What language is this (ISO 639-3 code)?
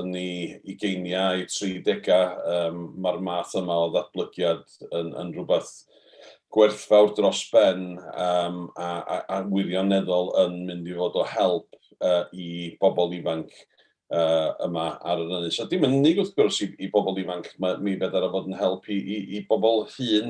cym